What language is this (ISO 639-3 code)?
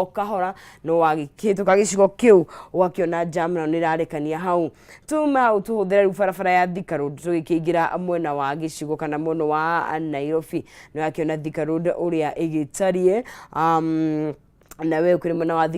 kik